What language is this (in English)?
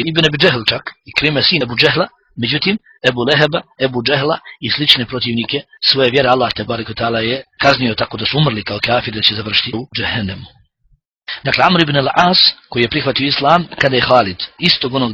Bosnian